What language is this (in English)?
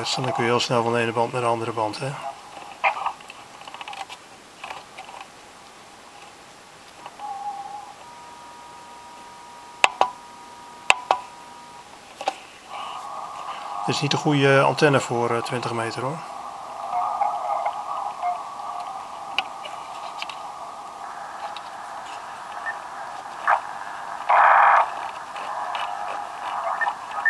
Dutch